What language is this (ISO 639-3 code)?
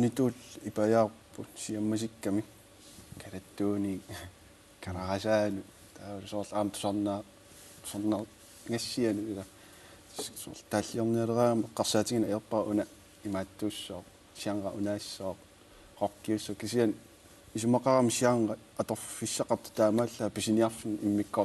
kal